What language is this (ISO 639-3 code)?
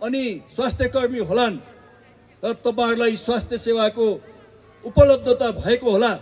nep